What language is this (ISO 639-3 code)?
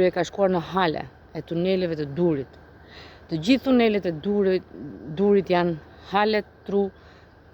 sqi